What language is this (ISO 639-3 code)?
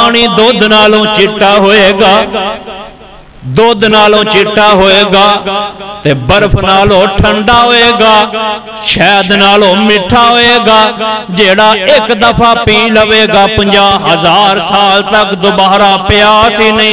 lah